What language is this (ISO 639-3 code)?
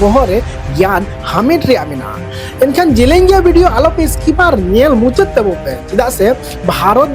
sat